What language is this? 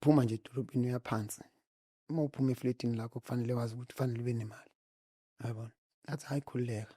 Zulu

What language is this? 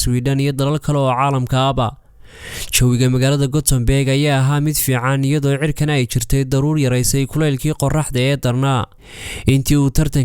Somali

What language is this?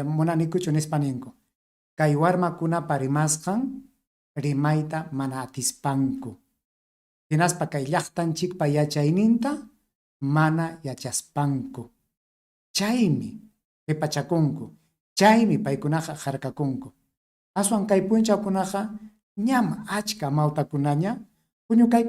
Ayacucho Quechua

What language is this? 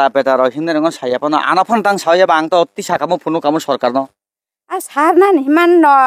Kok Borok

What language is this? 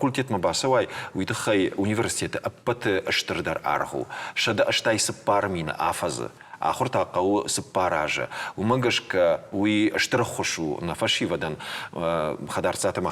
Ossetic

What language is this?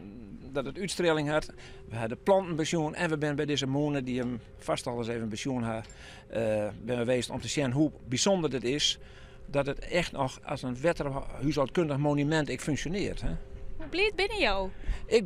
Western Frisian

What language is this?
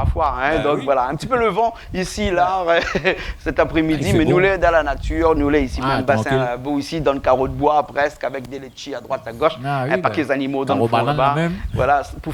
Réunion Creole French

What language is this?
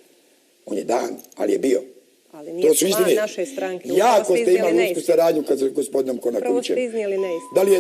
Bosnian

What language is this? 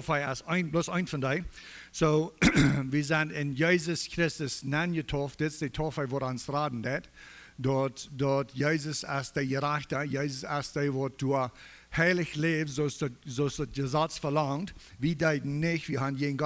Plautdietsch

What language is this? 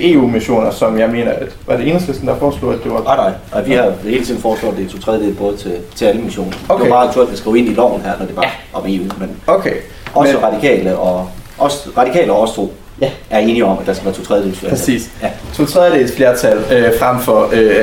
Danish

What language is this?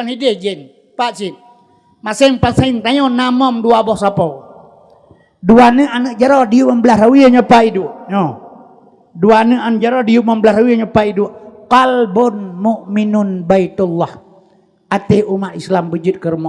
Achinese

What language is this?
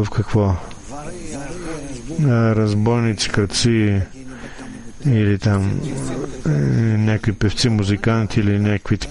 Bulgarian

